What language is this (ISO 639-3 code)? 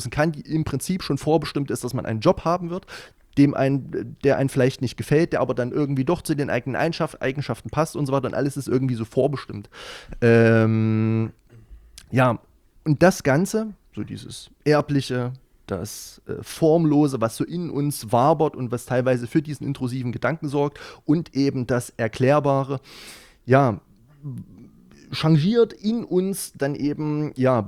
deu